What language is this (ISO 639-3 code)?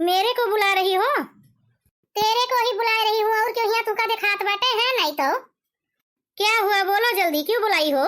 awa